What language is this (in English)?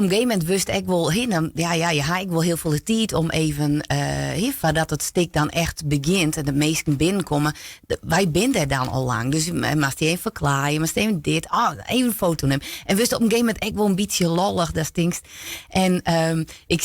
Western Frisian